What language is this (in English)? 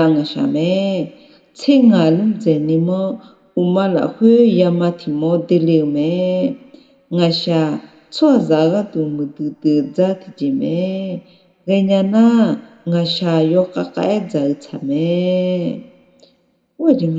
Akha